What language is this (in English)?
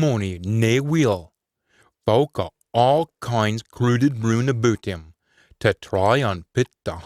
Scots